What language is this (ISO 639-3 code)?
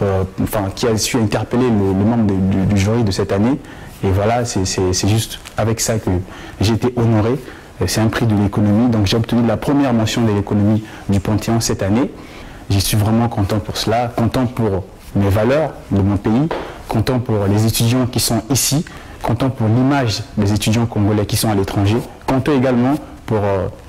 fra